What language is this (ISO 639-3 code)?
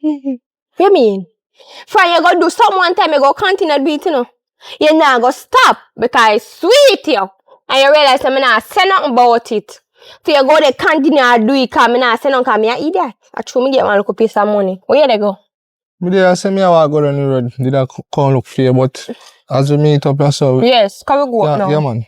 jam